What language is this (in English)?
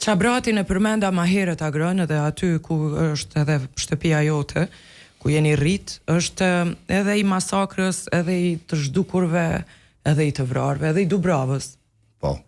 Albanian